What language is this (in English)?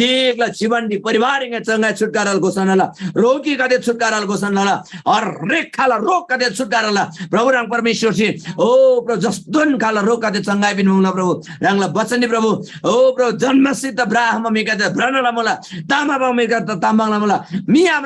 Eastern Tamang